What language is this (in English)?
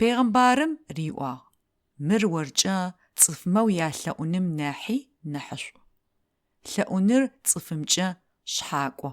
Adyghe